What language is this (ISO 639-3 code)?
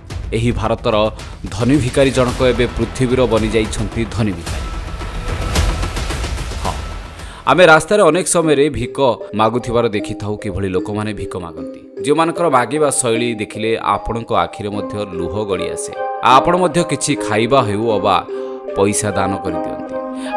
ori